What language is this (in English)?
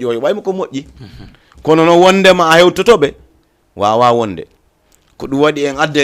Fula